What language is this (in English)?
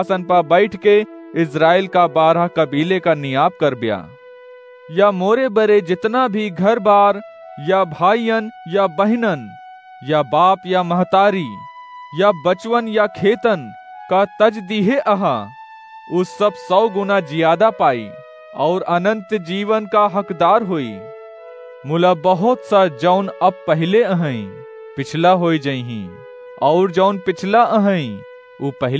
Awadhi